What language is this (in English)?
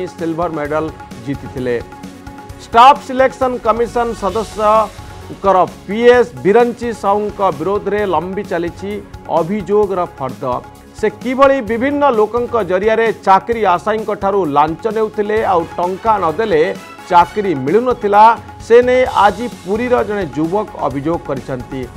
Odia